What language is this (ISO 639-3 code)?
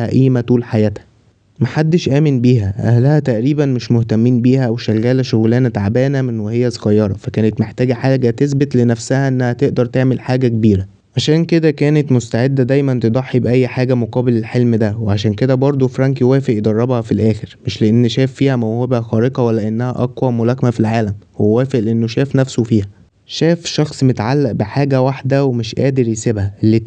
arz